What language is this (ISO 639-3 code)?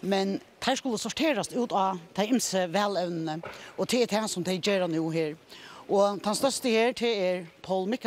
fao